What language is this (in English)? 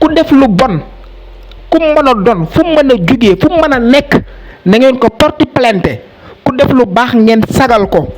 Wolof